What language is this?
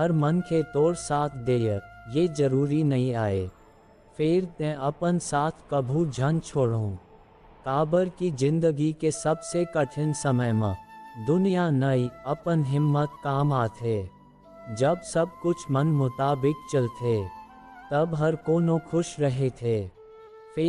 Chhattisgarhi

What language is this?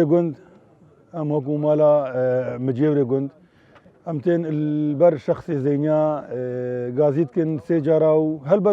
Kurdish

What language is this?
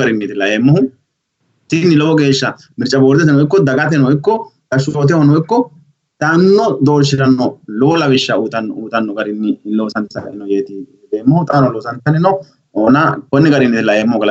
Sidamo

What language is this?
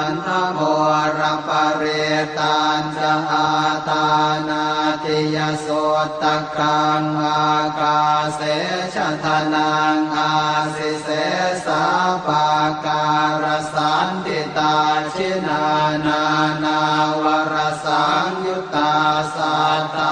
Pali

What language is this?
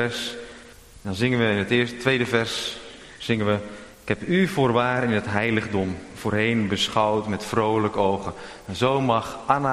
Dutch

